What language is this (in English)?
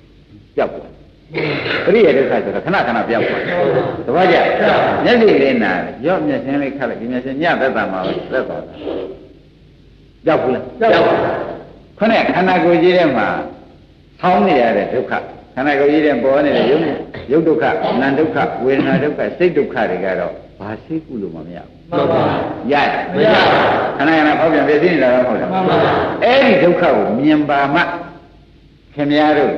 Burmese